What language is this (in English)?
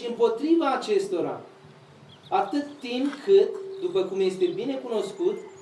Romanian